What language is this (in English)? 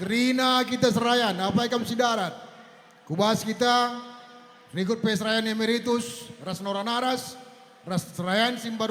Batak Karo